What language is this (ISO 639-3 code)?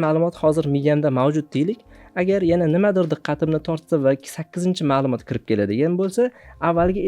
uzb